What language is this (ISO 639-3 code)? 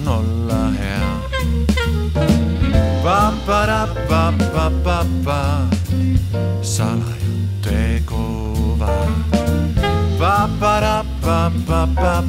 est